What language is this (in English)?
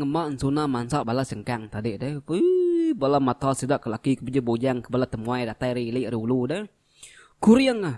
Iban